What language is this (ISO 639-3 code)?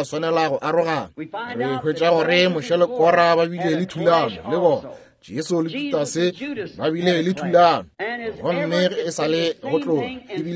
nso